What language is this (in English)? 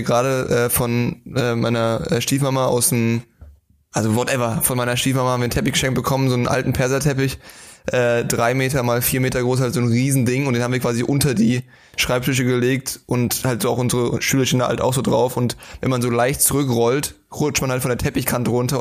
German